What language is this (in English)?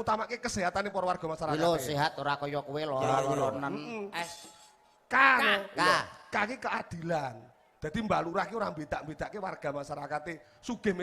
Javanese